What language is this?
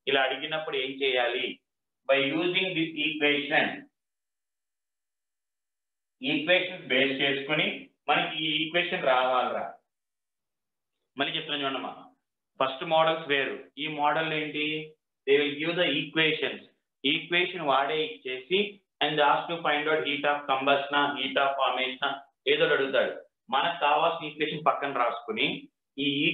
Telugu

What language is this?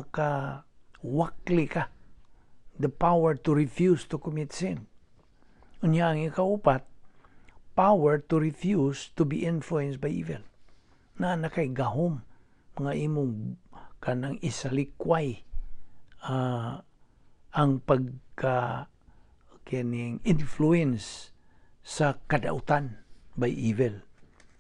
Cebuano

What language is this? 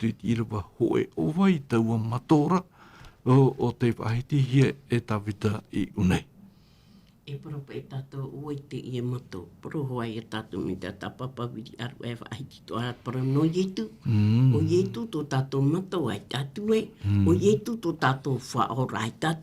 Tahitian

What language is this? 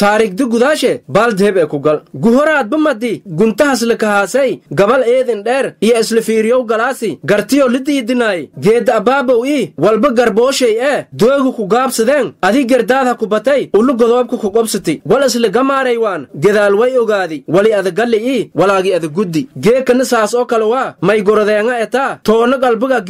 Somali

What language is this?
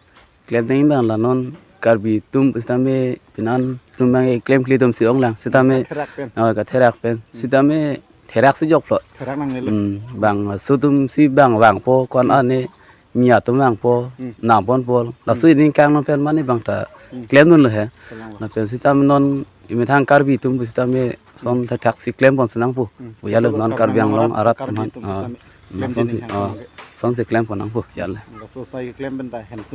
Karbi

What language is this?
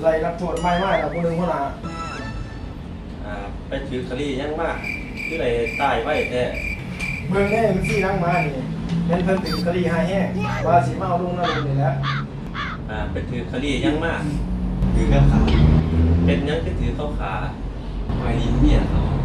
Lao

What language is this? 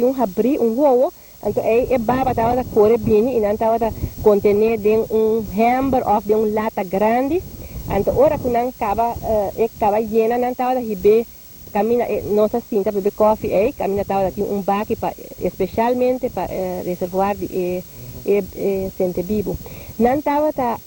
Papiamento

